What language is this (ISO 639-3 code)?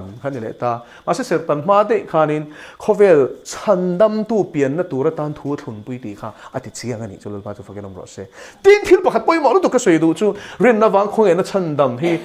lus